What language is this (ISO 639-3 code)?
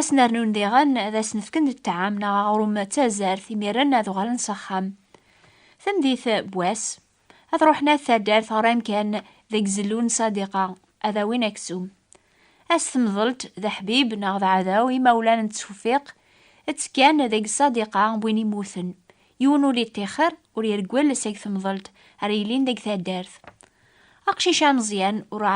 kab